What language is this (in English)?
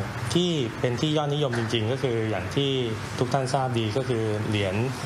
Thai